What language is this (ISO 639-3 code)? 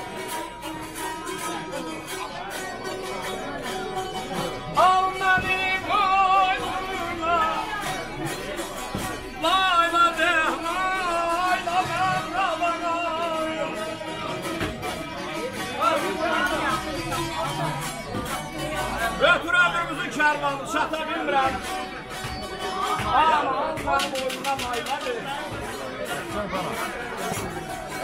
aze